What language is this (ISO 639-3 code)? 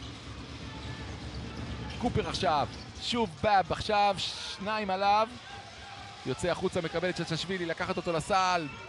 heb